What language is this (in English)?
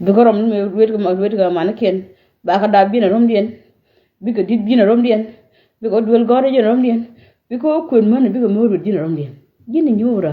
Nuer